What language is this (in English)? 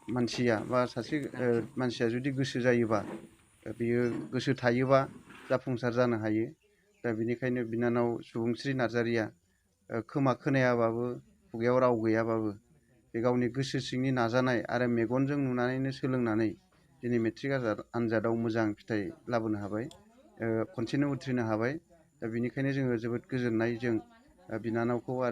Bodo